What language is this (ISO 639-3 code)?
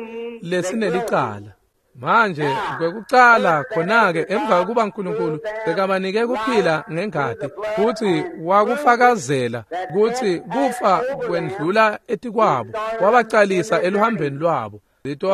ssw